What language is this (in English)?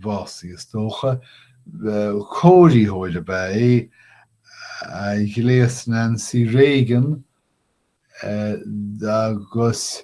Irish